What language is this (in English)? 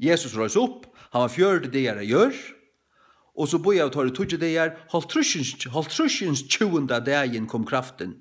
Faroese